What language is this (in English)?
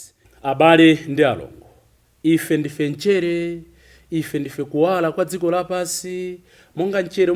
Nyanja